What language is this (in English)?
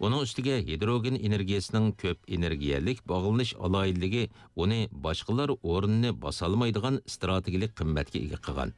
Uyghur